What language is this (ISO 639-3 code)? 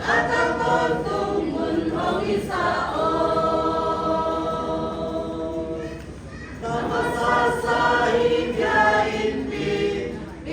csy